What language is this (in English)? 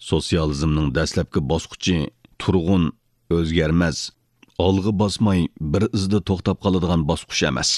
Uyghur